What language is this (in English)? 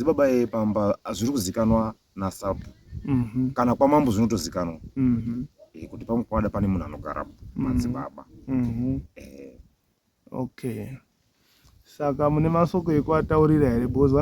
Shona